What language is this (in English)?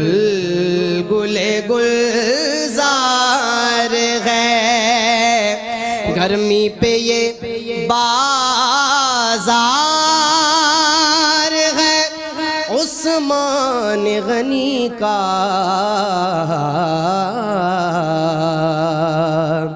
Urdu